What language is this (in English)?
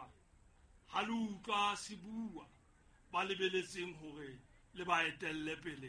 Southern Sotho